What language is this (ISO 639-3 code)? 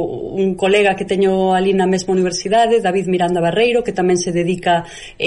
glg